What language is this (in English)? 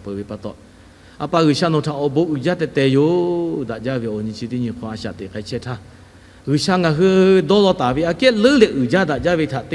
Lahu